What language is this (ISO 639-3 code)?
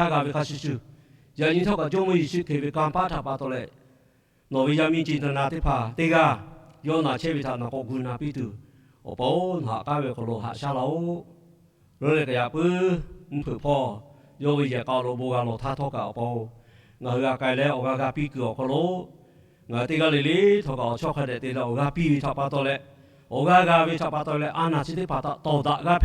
lhu